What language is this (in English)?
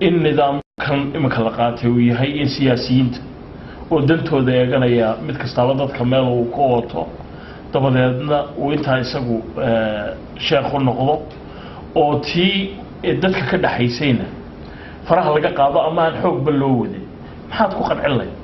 Somali